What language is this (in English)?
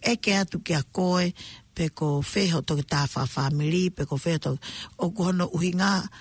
Tongan